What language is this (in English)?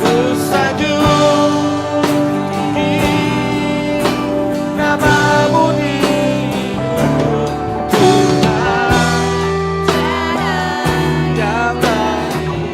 Iban